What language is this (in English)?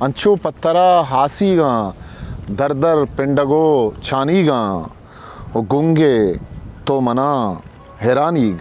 Eastern Balochi